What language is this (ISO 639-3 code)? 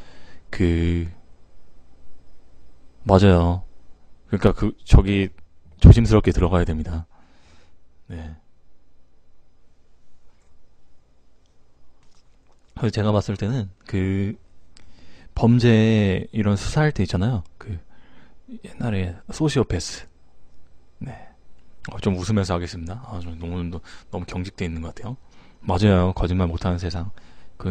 kor